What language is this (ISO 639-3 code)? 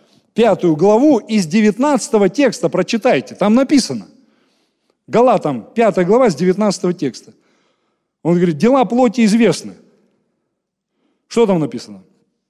rus